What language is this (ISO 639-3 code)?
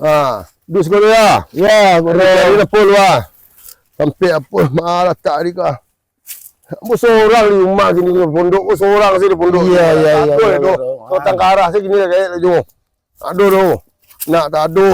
min